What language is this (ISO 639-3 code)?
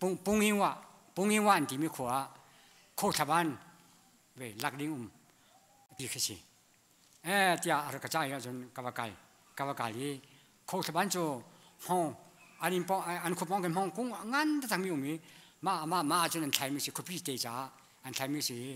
cnh